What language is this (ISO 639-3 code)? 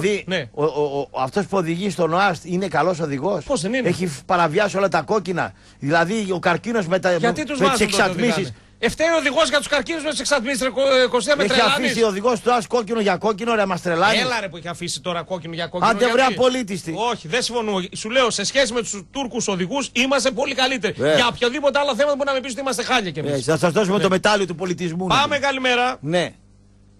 ell